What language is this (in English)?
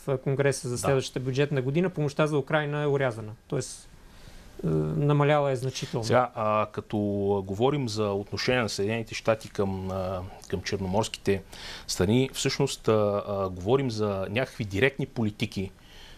Bulgarian